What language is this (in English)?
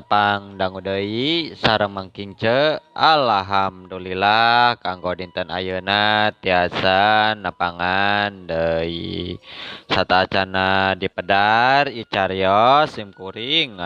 Sundanese